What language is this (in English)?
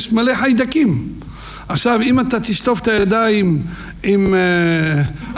Hebrew